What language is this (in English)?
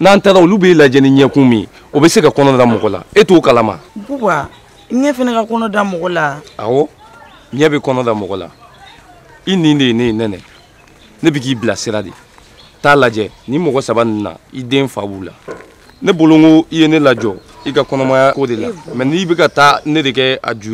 Bambara